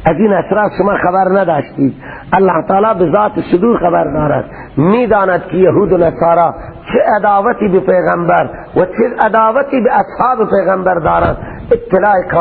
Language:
Persian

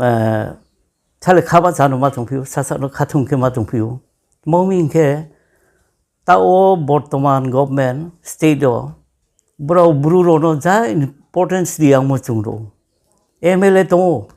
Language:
Riang (India)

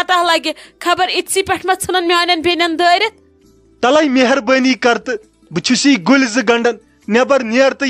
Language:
Kashmiri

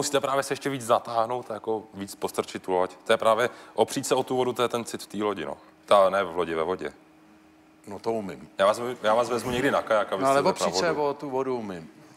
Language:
Czech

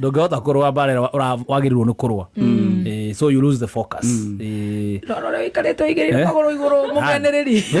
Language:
Kikuyu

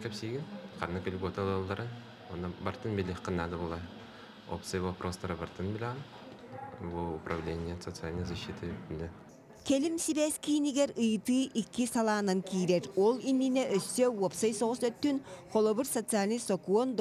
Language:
Yakut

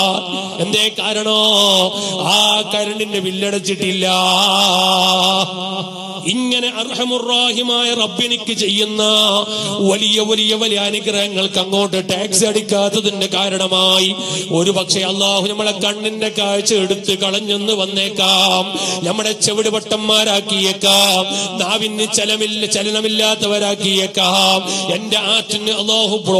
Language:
Malayalam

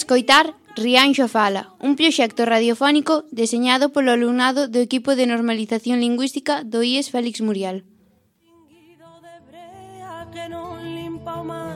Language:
Galician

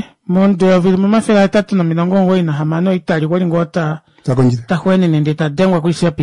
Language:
Kuanyama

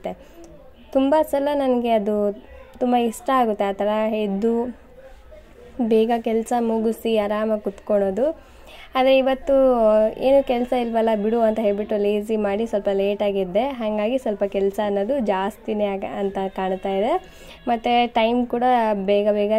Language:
Kannada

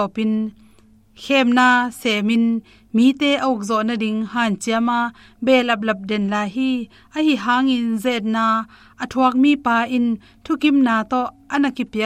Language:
Tedim Chin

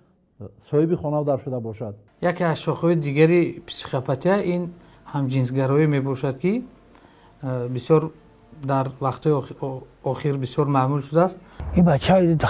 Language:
Tajik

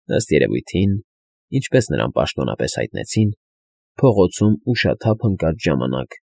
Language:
Armenian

